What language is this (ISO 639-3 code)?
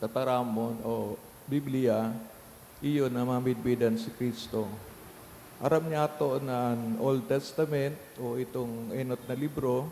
bik